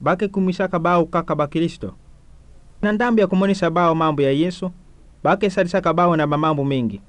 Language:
Kituba (Democratic Republic of Congo)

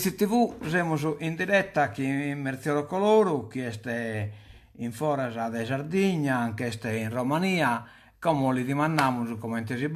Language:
Sardinian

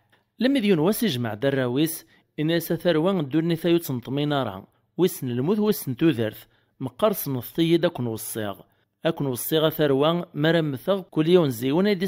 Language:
Kabyle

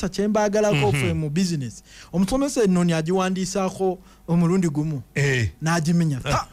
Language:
Ganda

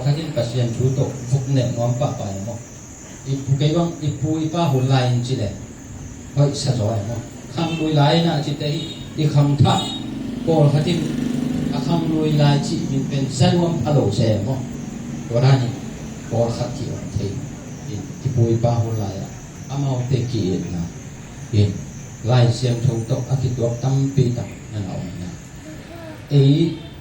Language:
Tedim Chin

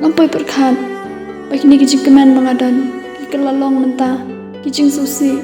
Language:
Khasi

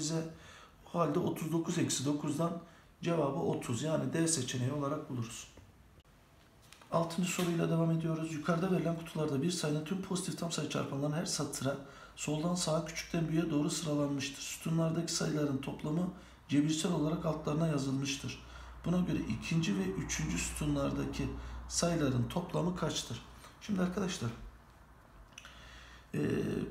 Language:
Turkish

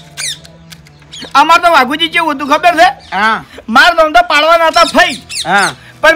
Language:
Gujarati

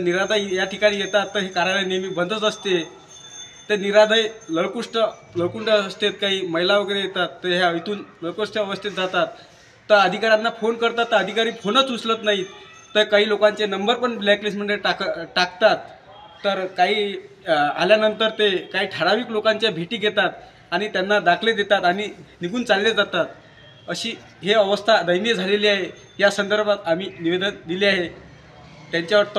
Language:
Marathi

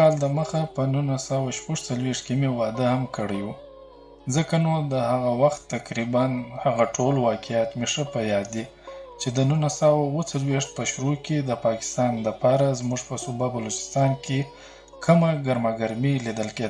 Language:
Pashto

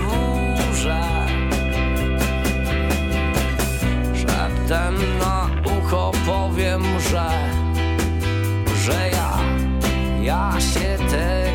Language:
Polish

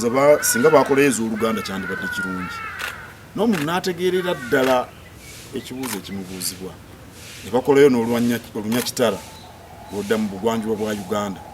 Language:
Ganda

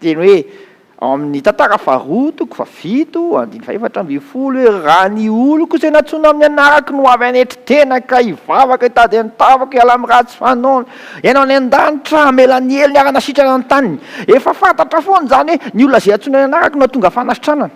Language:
Malagasy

